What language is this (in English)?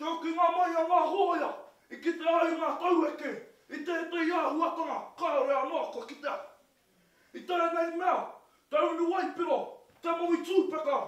Māori